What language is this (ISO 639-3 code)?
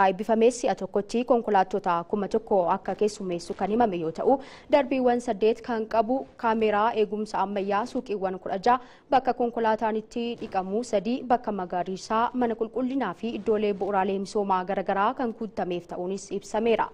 orm